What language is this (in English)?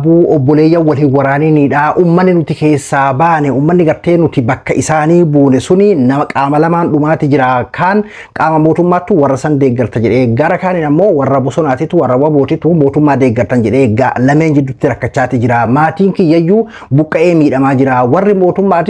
Oromo